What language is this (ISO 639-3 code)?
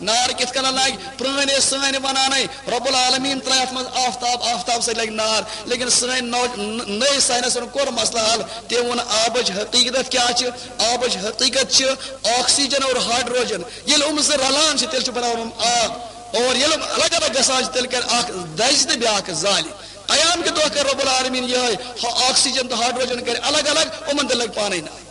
kas